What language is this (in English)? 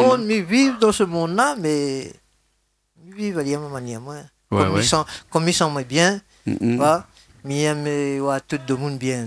Réunion Creole French